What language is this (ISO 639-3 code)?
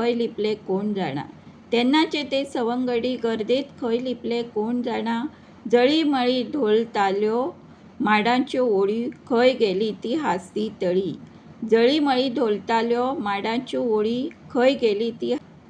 kok